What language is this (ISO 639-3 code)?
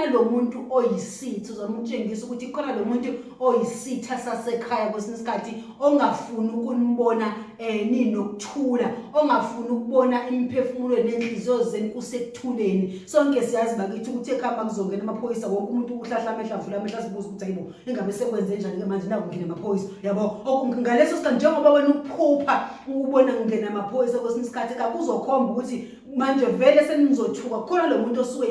zul